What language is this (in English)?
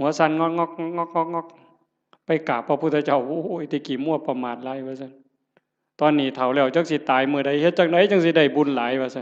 Northeastern Thai